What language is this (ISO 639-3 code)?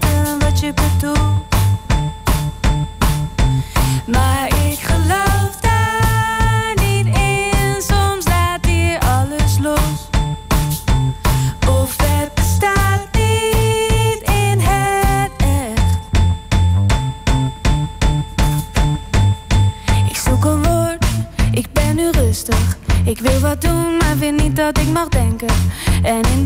nld